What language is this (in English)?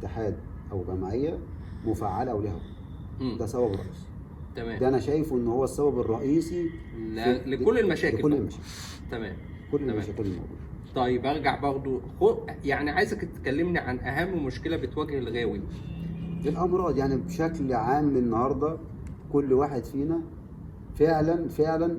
Egyptian Arabic